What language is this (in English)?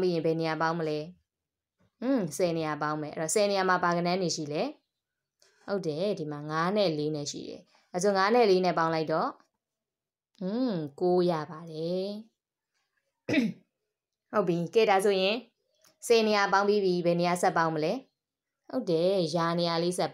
Burmese